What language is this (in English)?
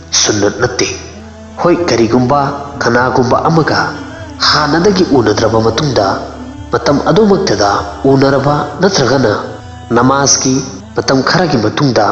Manipuri